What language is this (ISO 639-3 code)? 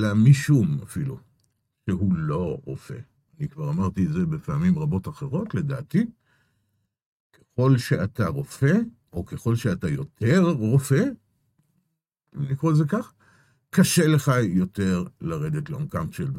heb